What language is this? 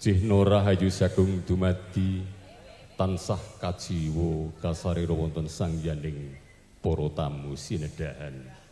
Javanese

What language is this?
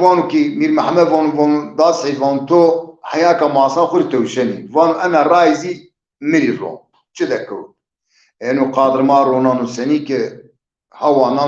Zaza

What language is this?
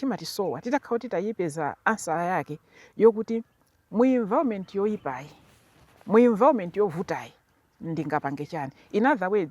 Nyanja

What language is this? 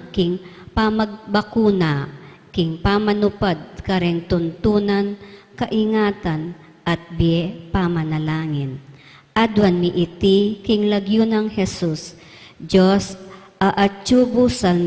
Pampanga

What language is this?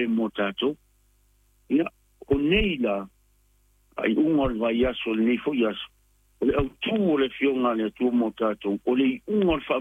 Samoan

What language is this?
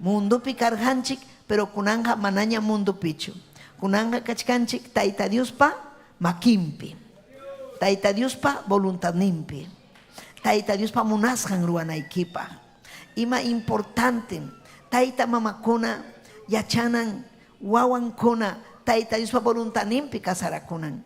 Ayacucho Quechua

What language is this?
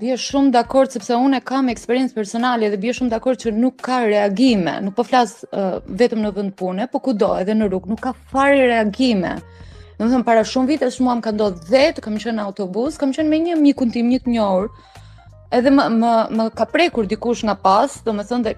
Albanian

